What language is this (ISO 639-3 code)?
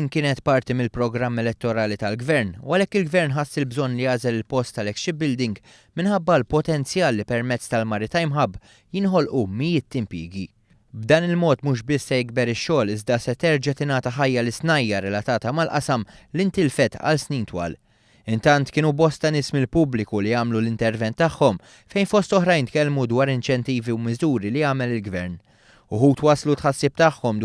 mlt